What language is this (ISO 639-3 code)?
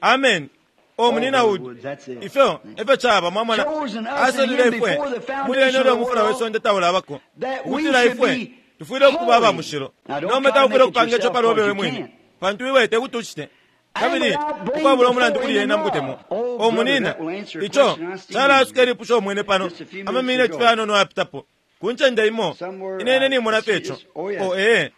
bem